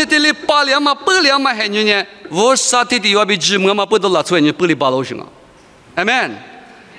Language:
Lisu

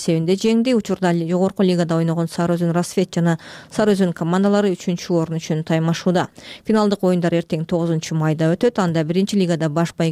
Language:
Kyrgyz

